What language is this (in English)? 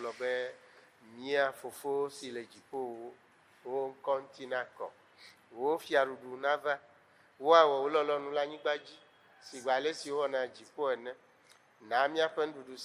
Ewe